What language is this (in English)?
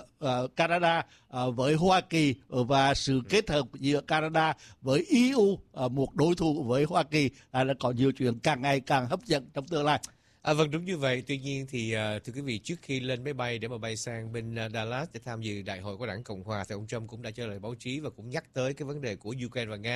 Vietnamese